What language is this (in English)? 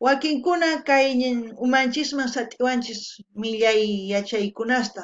South Bolivian Quechua